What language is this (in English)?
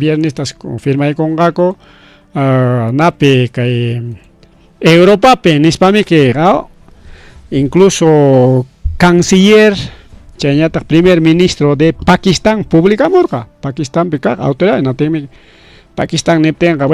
Ayacucho Quechua